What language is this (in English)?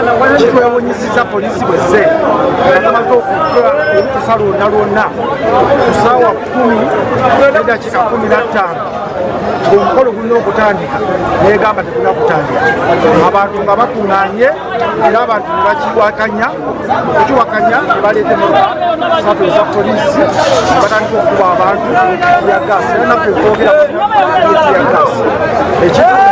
Ganda